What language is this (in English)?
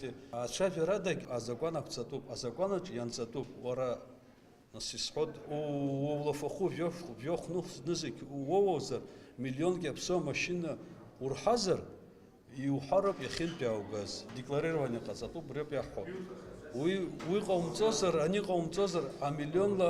Abkhazian